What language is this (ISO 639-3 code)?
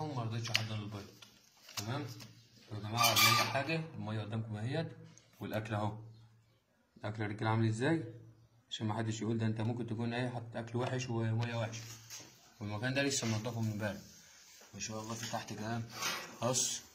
arz